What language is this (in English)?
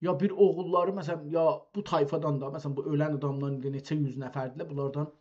South Azerbaijani